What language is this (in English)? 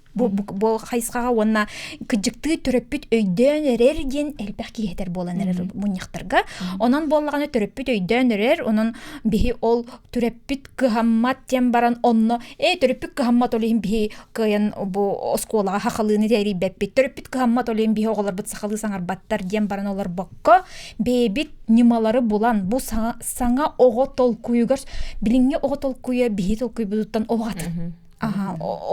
Yakut